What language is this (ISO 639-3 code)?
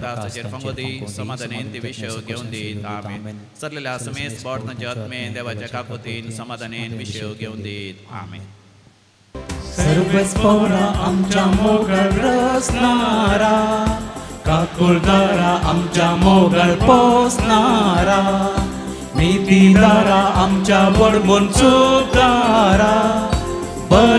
kok